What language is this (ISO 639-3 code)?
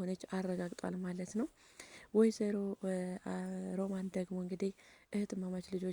amh